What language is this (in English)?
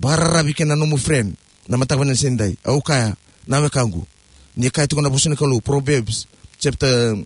Fijian